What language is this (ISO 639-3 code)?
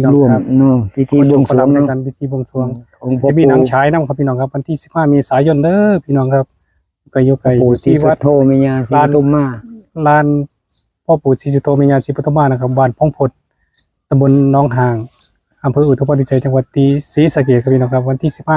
tts